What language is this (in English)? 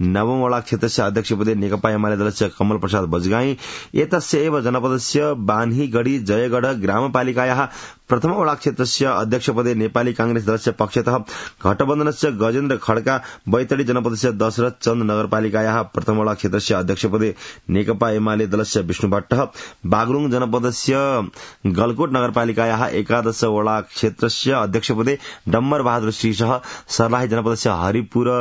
Sanskrit